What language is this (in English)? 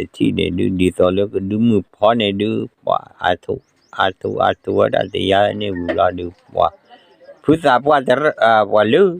S'gaw Karen